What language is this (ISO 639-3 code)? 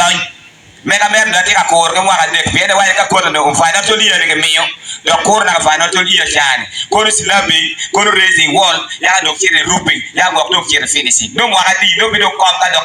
ach